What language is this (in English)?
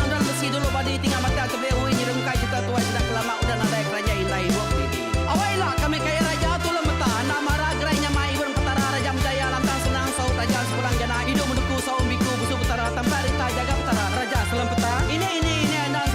Iban